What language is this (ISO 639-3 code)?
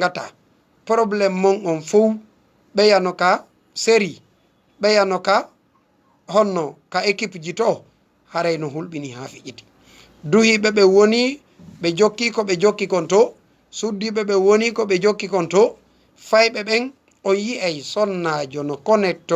ful